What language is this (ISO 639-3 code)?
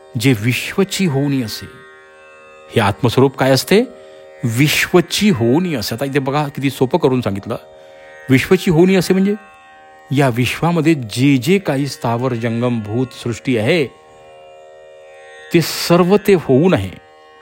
mar